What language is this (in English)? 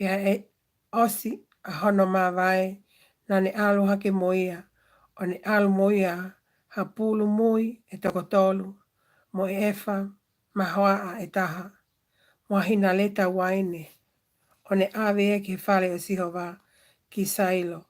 Tongan